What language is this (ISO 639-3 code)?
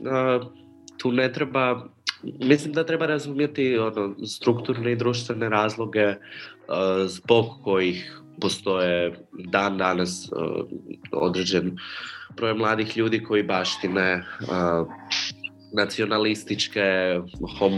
hrv